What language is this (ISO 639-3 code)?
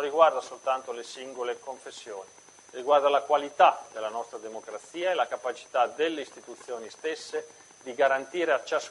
ita